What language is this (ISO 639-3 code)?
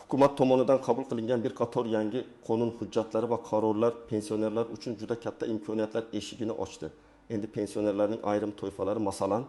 uzb